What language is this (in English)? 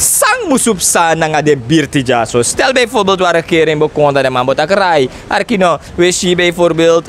Sranan Tongo